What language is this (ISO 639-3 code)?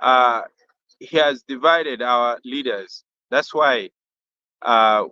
ach